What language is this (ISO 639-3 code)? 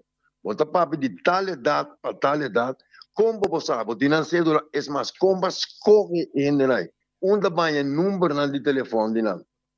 pap